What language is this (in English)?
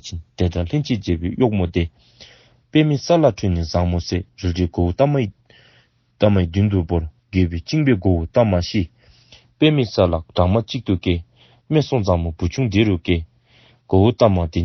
Dzongkha